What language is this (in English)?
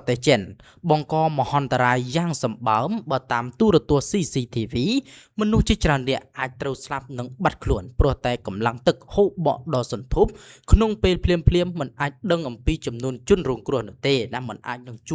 Khmer